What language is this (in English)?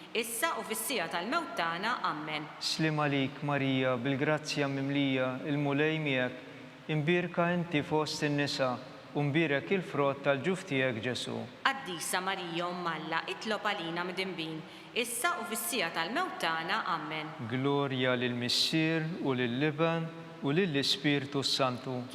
Maltese